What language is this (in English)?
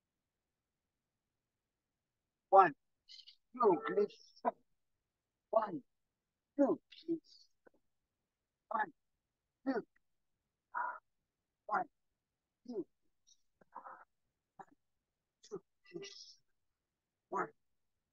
Hebrew